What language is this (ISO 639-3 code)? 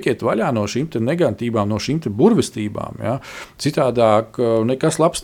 lav